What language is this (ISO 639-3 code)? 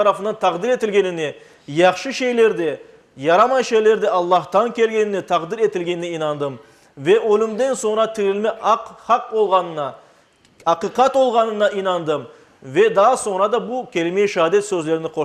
crh